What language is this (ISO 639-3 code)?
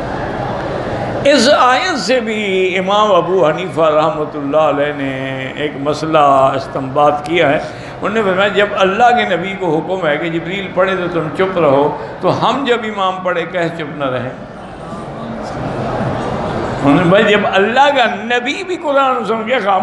urd